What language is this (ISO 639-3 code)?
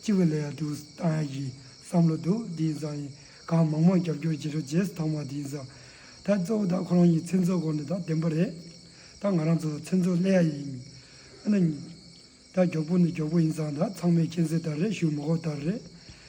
bod